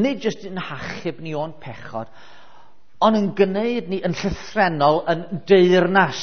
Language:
Welsh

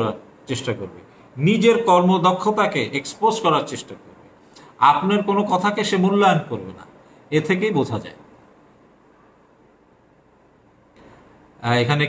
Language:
Bangla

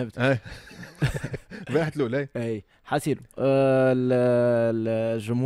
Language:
Tunisian Arabic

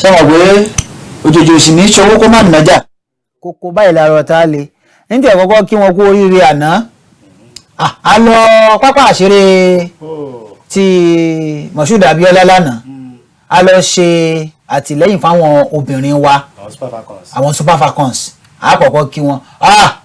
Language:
Yoruba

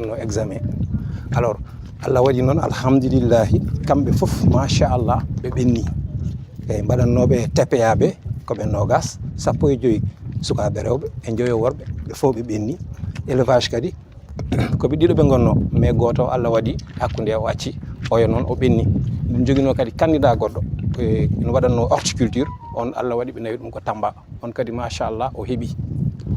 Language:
Fula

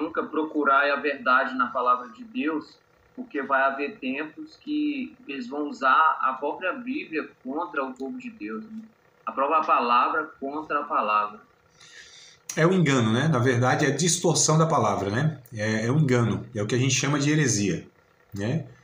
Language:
Portuguese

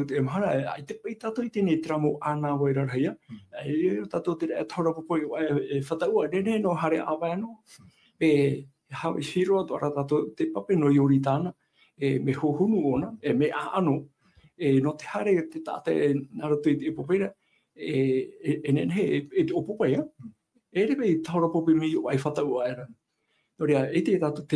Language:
Tahitian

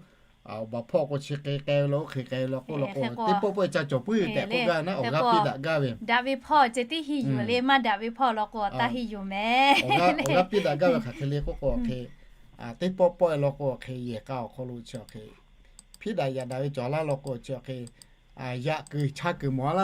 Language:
Lahu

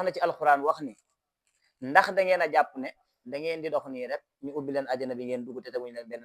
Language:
Wolof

